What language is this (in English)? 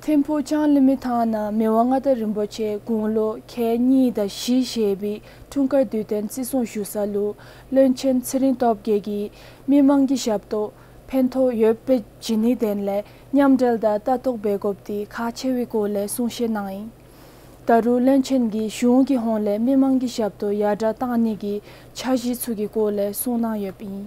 Dzongkha